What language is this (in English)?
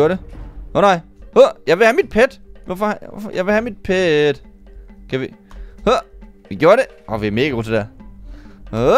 Danish